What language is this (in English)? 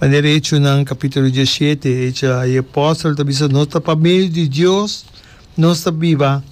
Papiamento